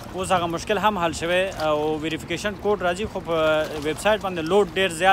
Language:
Pashto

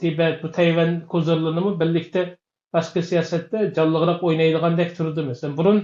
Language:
Uyghur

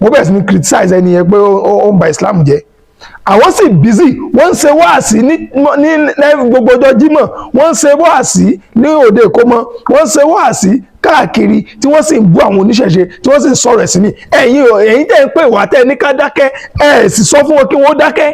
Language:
Yoruba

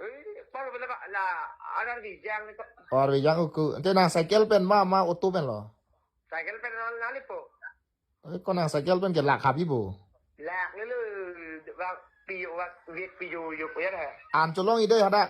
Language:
Karbi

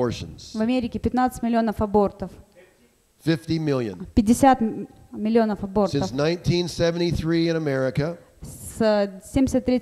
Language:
Russian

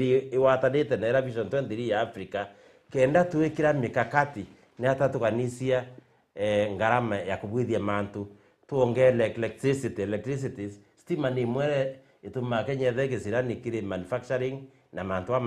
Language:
Meru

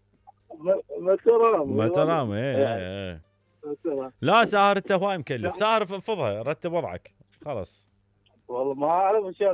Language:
Mesopotamian Arabic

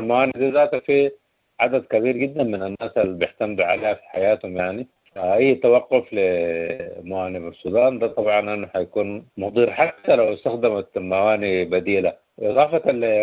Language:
Sudanese Arabic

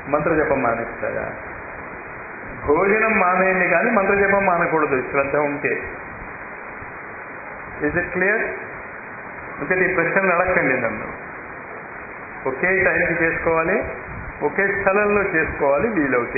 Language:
Telugu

